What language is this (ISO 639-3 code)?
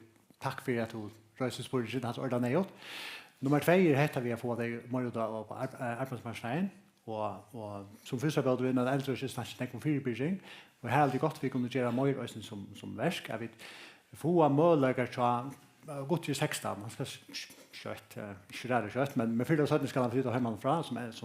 fao